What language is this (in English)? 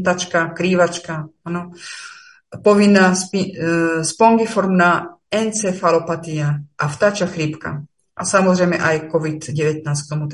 Slovak